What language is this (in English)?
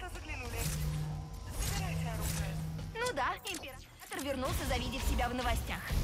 Russian